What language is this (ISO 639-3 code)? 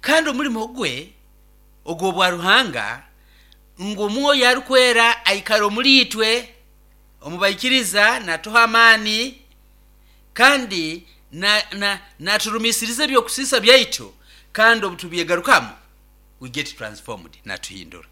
nyo